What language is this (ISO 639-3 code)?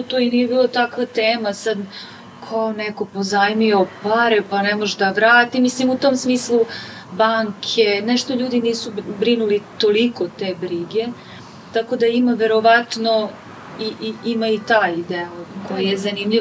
srp